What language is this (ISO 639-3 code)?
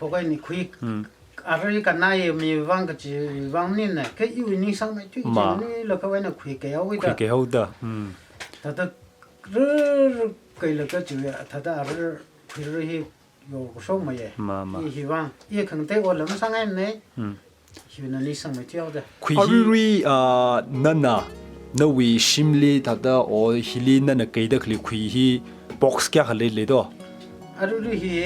nmf